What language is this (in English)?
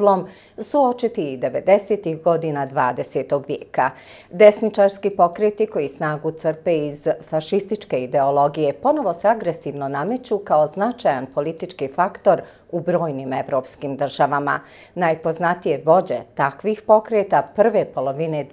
Bosnian